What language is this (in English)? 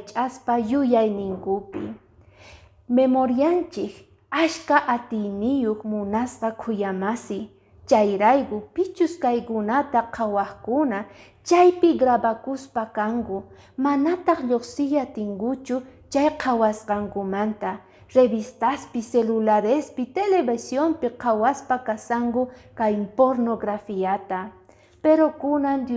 Quechua